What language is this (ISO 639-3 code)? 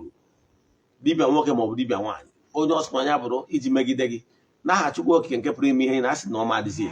ibo